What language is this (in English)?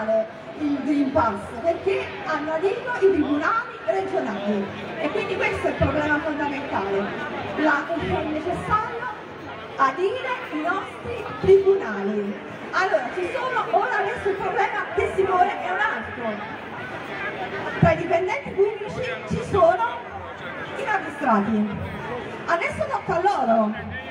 Italian